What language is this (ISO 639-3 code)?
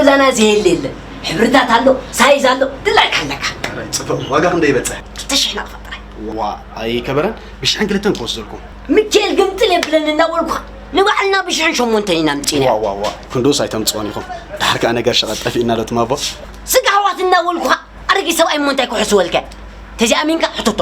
tir